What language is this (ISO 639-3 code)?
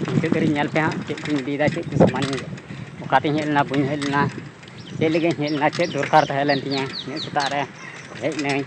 sat